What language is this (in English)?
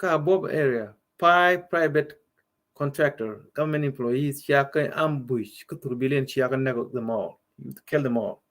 Nuer